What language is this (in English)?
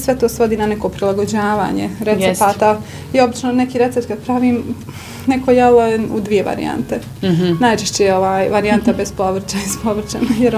Bosnian